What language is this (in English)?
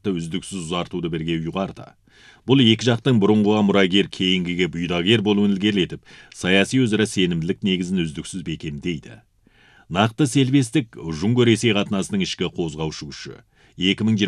Kazakh